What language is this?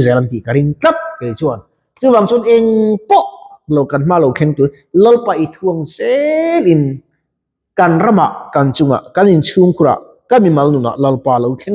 Mizo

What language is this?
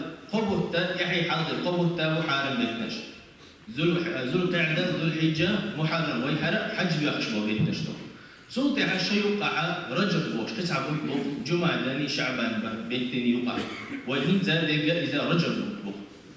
Chechen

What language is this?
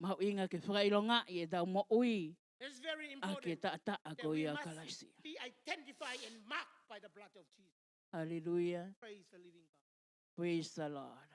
Tongan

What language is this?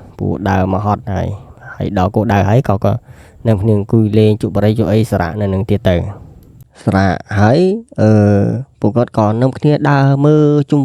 Khmer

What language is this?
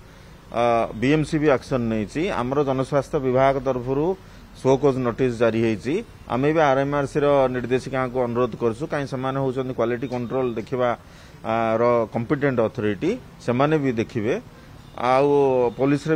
Odia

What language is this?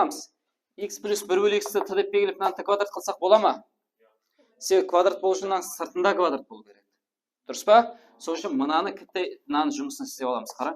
Kara-Kalpak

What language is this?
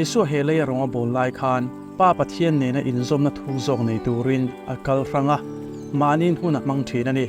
Mizo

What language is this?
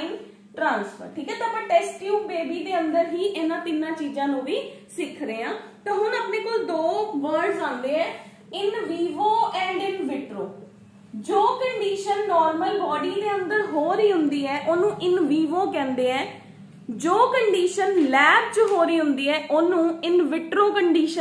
Punjabi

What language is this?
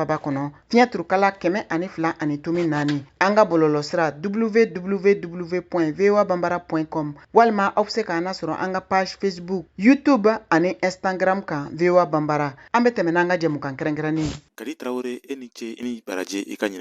Bambara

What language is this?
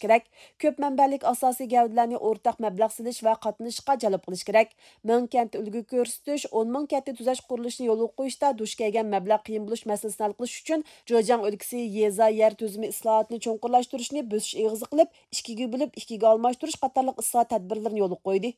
Uyghur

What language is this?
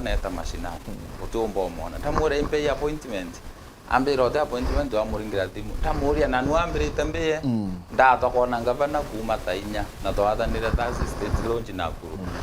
Meru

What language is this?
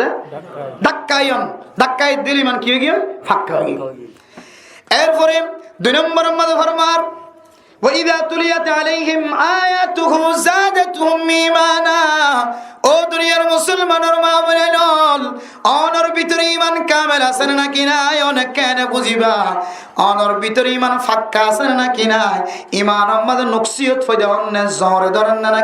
Rohingya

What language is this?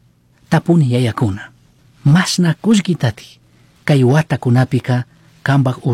Chimborazo Highland Quichua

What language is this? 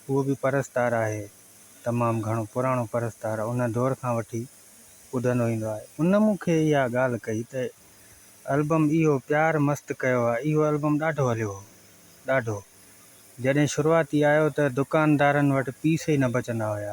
Sindhi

